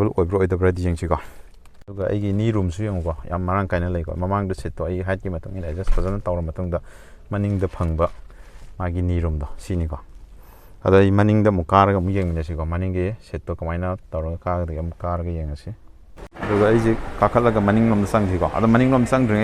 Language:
Manipuri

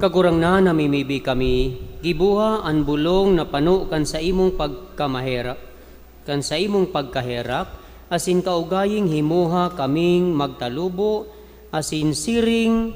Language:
Bikol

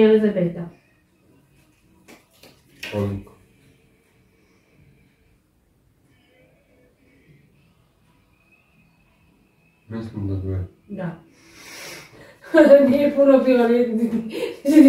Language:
Croatian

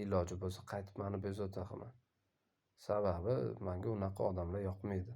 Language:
Uzbek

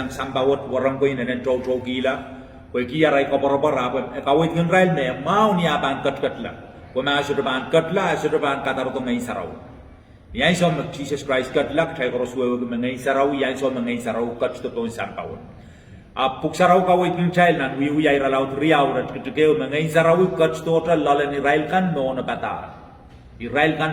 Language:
Pohnpeian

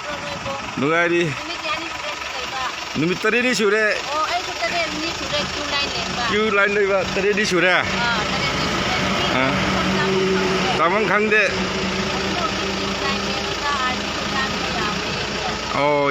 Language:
Manipuri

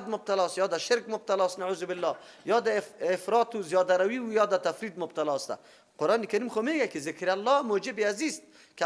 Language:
Persian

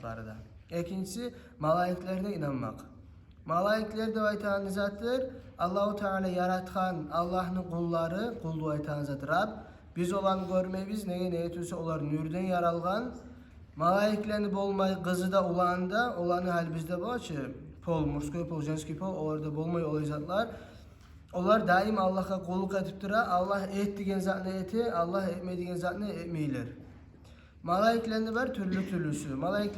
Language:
Kumyk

